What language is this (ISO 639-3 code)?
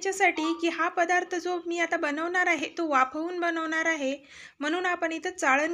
mar